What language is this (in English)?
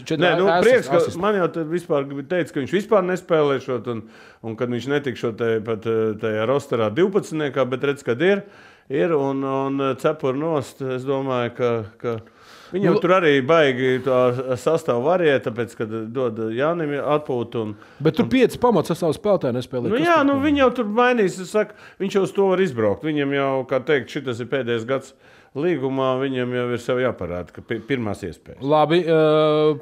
Latvian